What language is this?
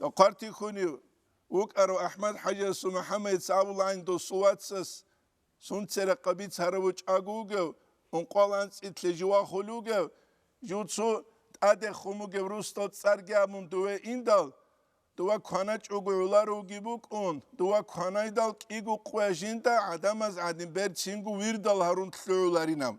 Avaric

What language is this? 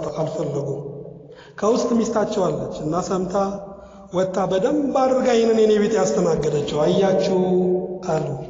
Amharic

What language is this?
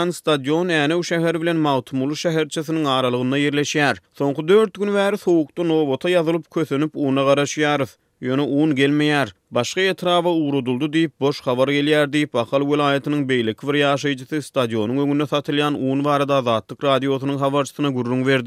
Turkmen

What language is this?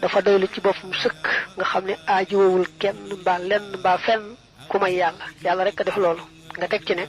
Wolof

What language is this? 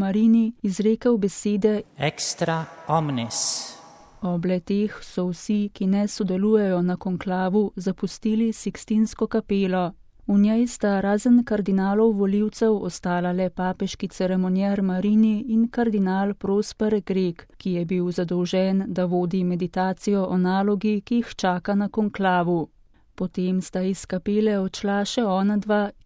Slovenian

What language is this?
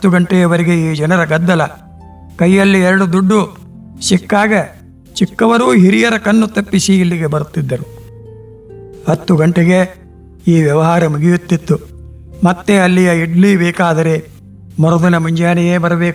Kannada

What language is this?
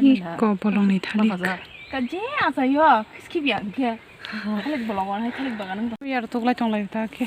Kok Borok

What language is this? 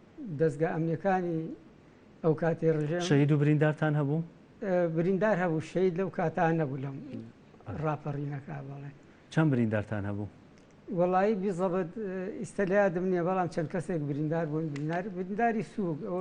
Central Kurdish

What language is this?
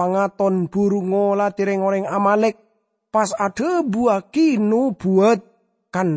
Madurese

